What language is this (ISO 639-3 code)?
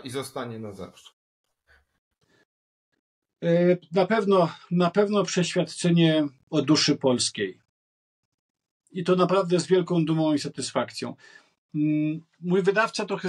pol